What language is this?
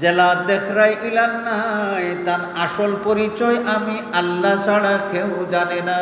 Sylheti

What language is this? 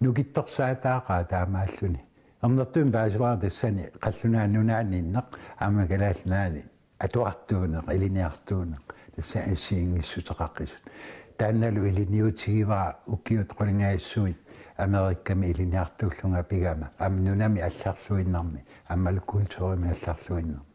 Kalaallisut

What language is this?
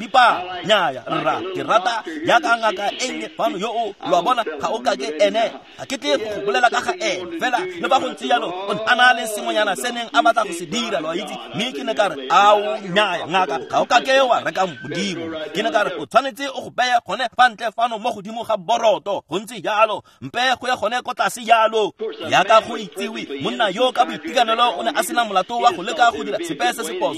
Tswana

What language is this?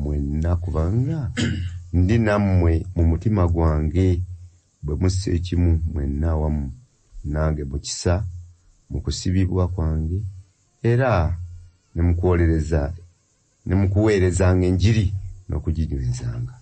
Ganda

